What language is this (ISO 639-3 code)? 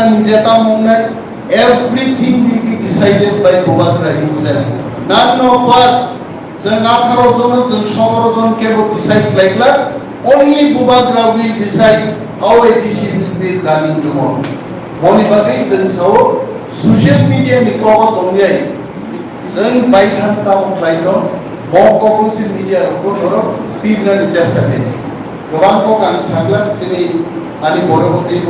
trp